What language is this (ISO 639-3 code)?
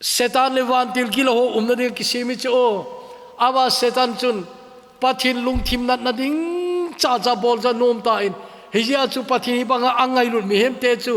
tcz